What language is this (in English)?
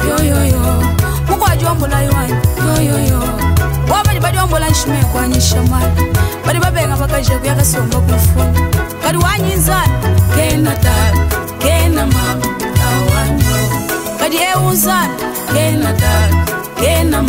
Luba-Lulua